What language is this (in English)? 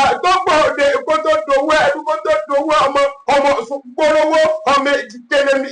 Yoruba